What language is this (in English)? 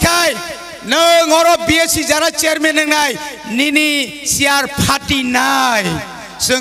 Kok Borok